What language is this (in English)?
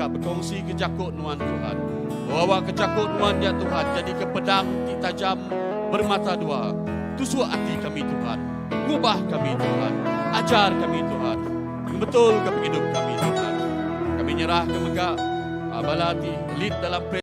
Iban